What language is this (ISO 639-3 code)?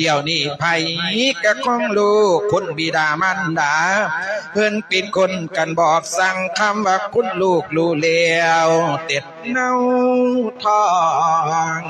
lao